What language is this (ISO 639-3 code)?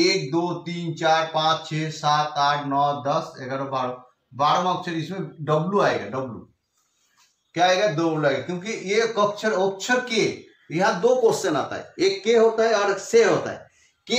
hin